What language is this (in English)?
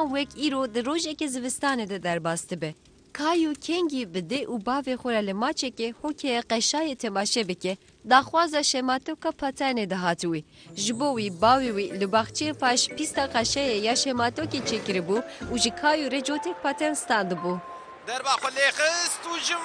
Kurdish